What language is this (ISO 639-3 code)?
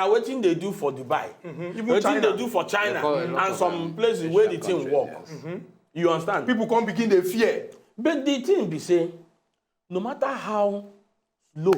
pcm